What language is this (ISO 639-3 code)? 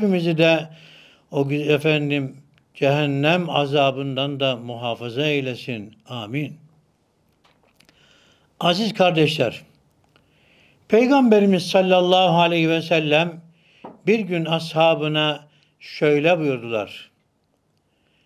tur